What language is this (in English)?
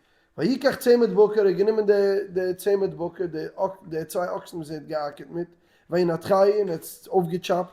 Yiddish